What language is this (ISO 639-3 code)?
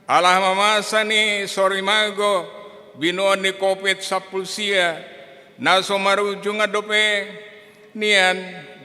bbc